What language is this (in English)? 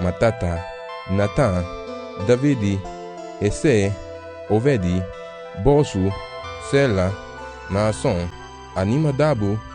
Garifuna